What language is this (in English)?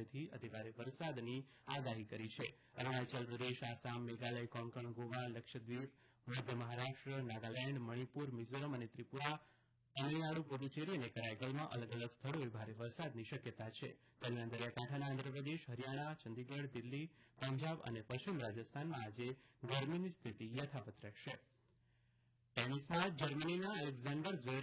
Gujarati